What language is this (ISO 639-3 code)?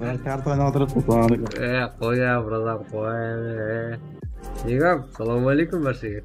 kaa